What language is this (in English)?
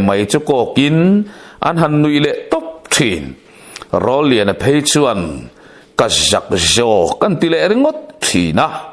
Mizo